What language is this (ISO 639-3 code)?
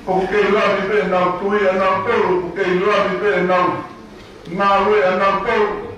ton